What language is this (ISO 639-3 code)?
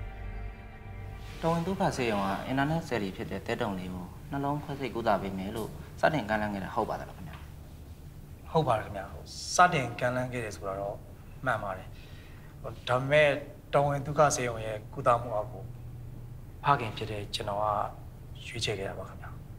mya